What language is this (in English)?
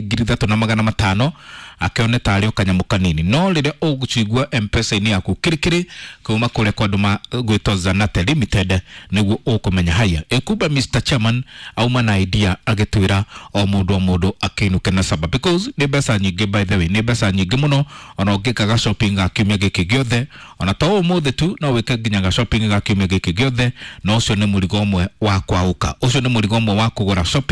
Kikuyu